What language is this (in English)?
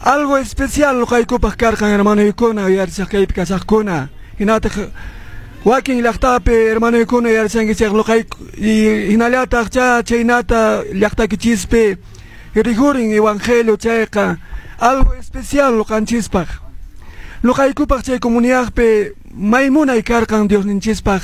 Quechua